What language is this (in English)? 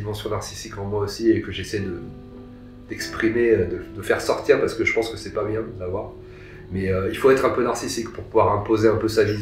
French